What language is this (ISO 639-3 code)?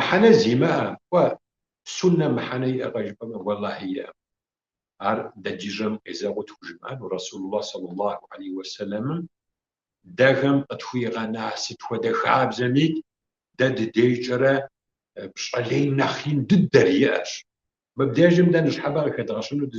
kbd